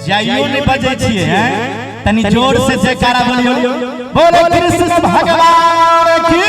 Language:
Maithili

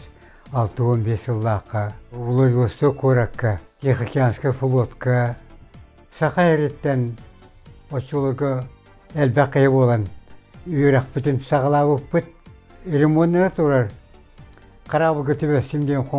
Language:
Yakut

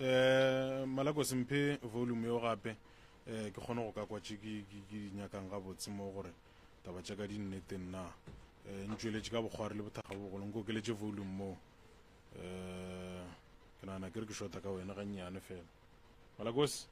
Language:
Northern Sotho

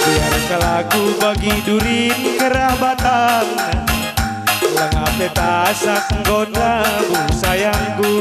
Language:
Batak Karo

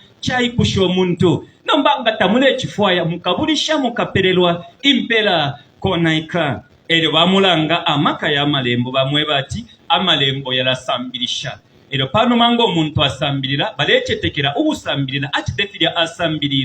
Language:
Bemba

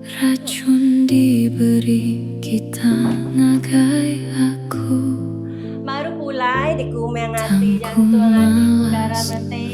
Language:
Iban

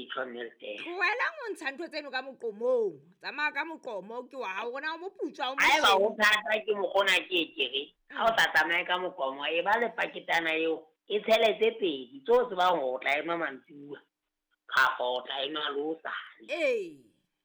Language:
Southern Sotho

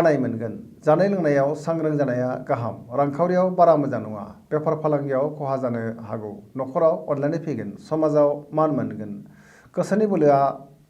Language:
Bodo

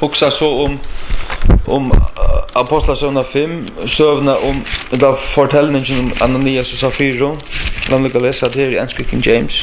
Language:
Faroese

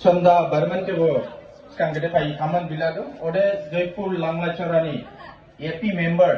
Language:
Dimasa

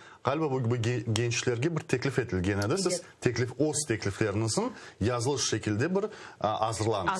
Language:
Crimean Tatar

